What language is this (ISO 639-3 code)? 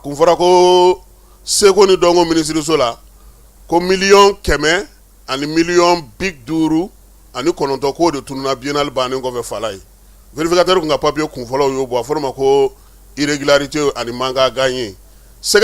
bam